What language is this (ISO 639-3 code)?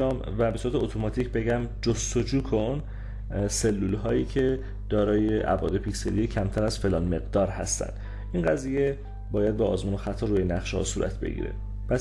fas